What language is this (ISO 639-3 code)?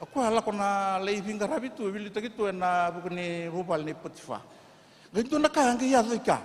fij